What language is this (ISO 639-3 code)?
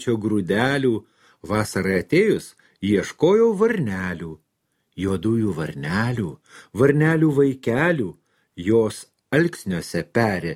lit